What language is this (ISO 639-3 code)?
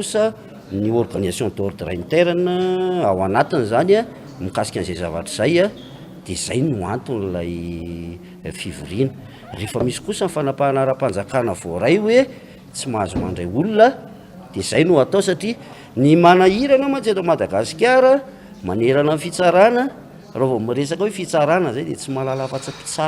mlg